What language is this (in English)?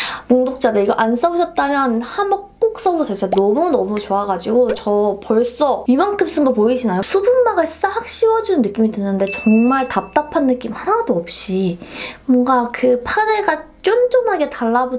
Korean